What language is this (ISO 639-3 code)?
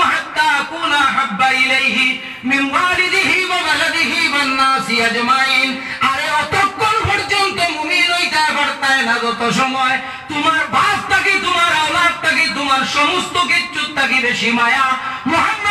ben